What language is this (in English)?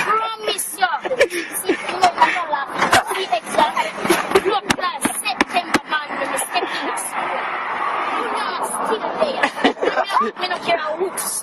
Jamaican Creole English